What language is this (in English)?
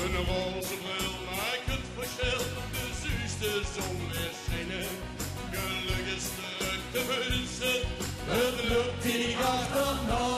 Limburgish